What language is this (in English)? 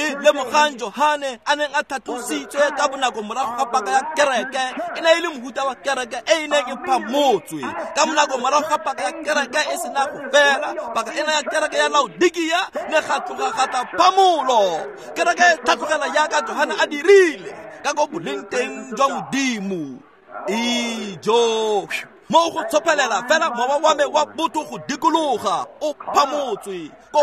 Tswana